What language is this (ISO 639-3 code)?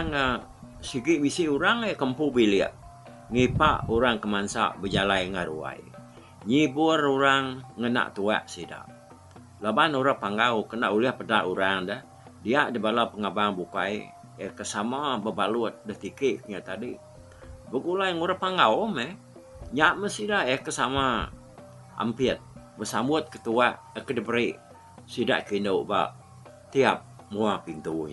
iba